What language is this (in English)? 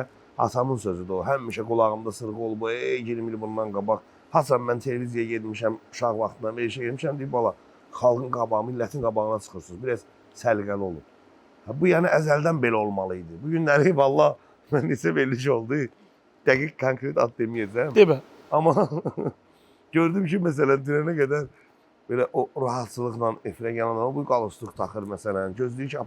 Azerbaijani